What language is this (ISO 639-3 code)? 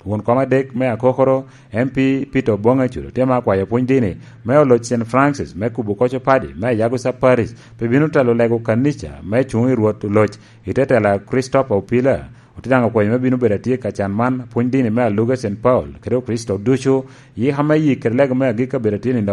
laj